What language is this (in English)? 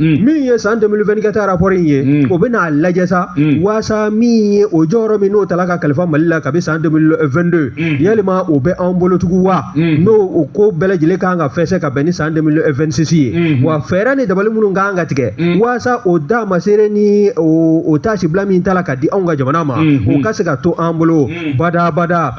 Bambara